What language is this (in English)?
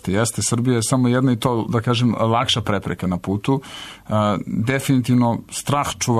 Serbian